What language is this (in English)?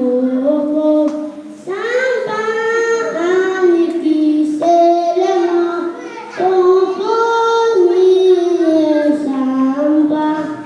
Pohnpeian